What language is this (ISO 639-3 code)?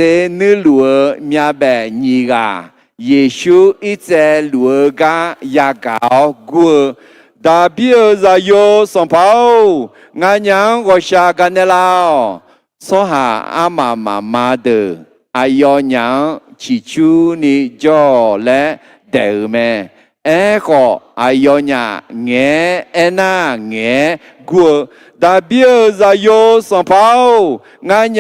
ahk